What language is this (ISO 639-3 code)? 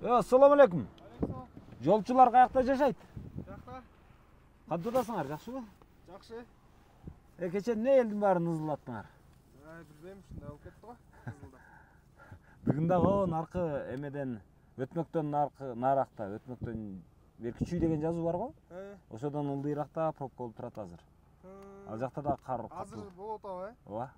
kir